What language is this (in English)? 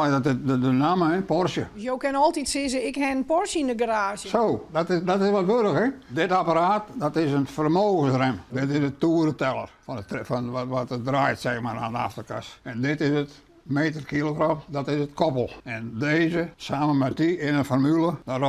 Western Frisian